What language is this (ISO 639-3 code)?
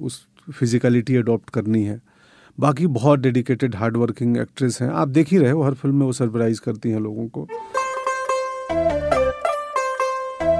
hin